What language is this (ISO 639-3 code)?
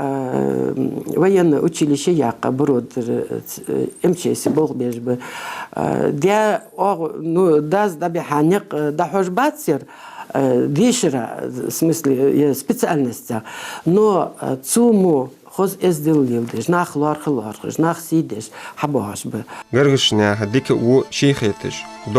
inh